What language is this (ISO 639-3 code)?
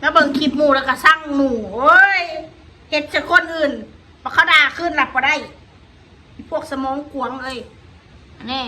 tts